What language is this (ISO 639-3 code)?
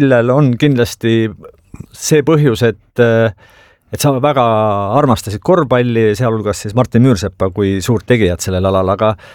est